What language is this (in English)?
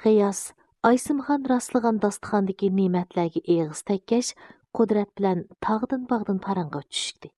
Uyghur